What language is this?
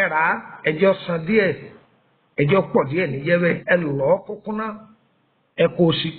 Yoruba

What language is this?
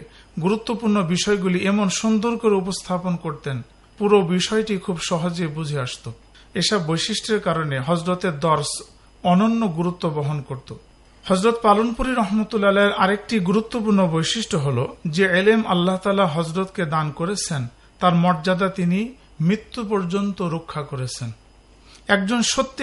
Bangla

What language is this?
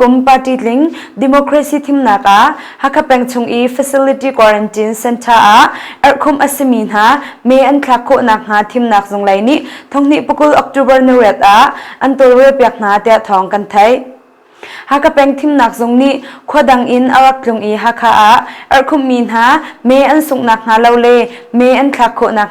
Hakha Chin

